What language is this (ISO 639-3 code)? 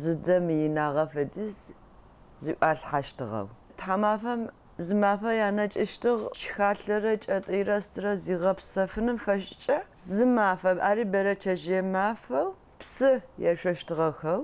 ady